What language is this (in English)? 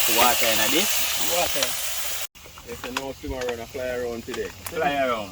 Jamaican Creole English